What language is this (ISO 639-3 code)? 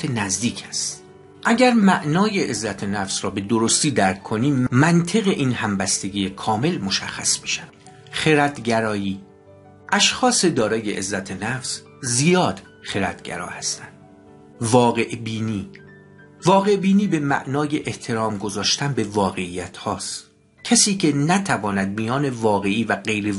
fas